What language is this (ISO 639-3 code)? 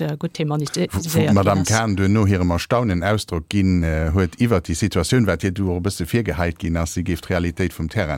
ltz